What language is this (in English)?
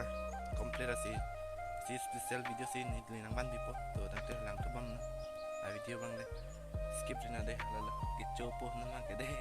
Karbi